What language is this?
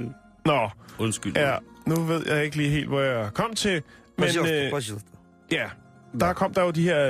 Danish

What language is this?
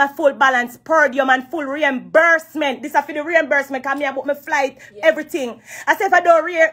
Jamaican Creole English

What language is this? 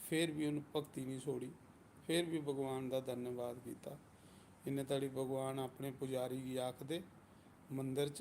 Dogri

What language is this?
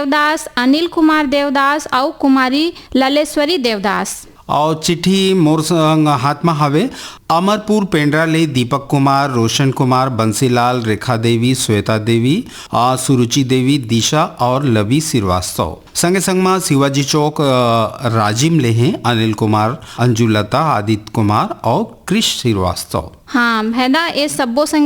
Chhattisgarhi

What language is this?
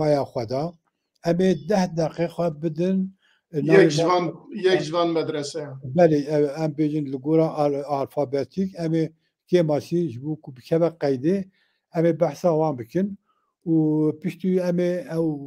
Kurdish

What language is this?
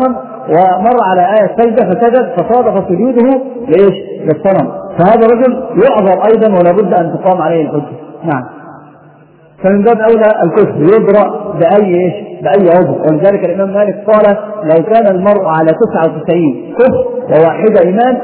Arabic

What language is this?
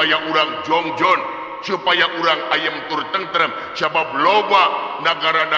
Sundanese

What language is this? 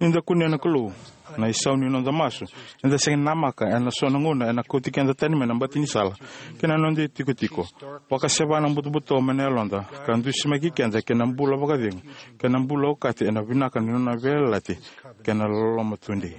Fijian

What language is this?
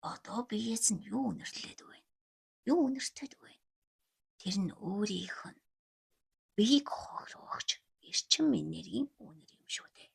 Mongolian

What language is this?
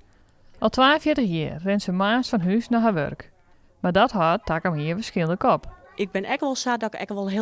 Western Frisian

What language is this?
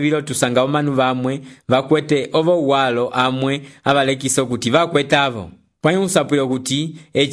Umbundu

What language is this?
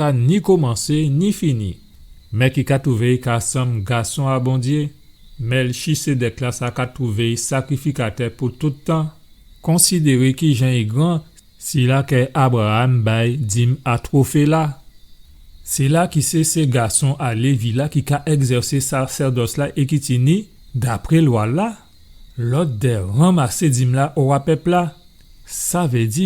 Guadeloupean Creole French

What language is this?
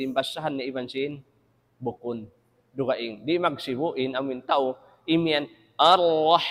Tausug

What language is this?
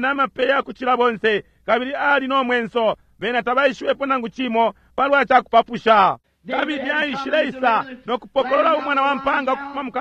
Bemba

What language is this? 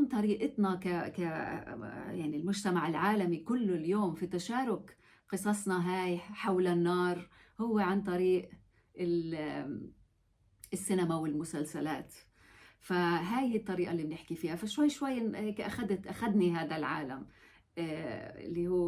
North Levantine Arabic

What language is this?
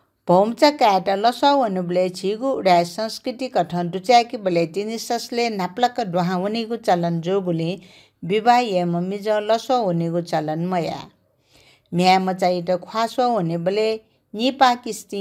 Newari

